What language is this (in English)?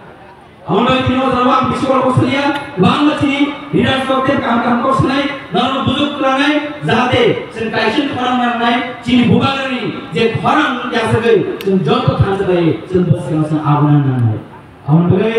Kok Borok